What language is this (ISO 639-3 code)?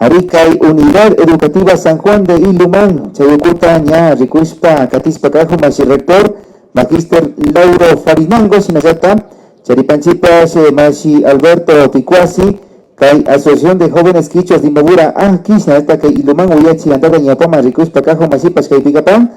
qvi